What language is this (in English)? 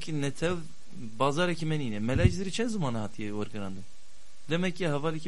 Kurdish